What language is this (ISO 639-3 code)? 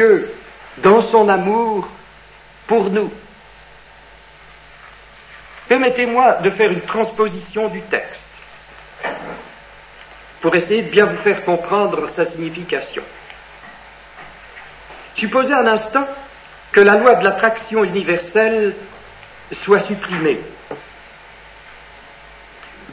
fra